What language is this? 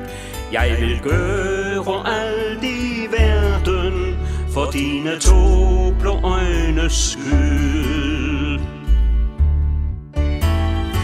Danish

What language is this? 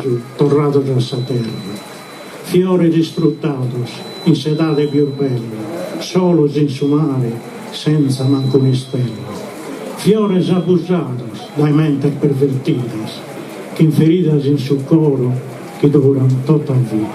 Sardinian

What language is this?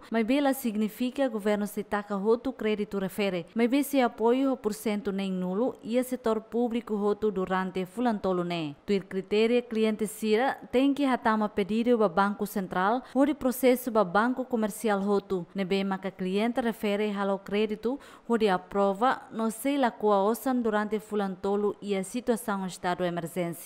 Tetum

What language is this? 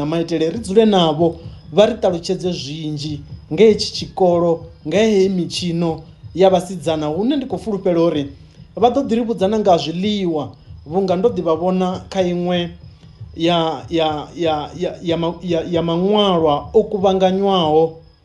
Venda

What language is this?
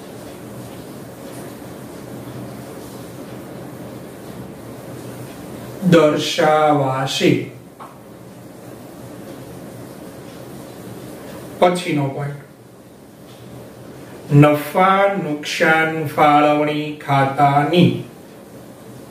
Gujarati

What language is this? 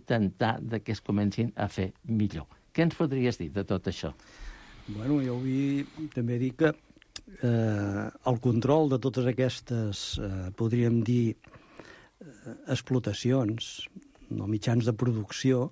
Catalan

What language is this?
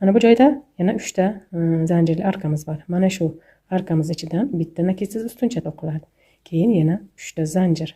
Uzbek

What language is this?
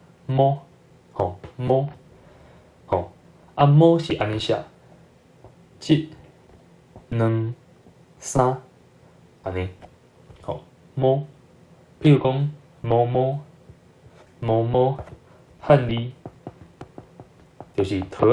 Min Nan Chinese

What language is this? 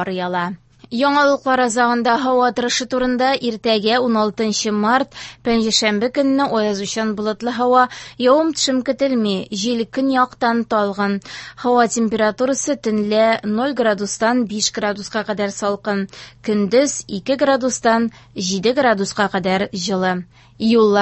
Tatar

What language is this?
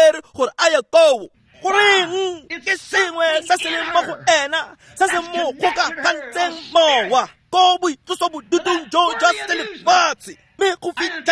Tswana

